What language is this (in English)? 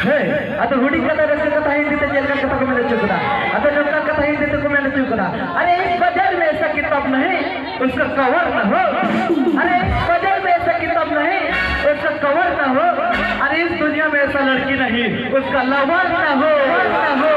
Santali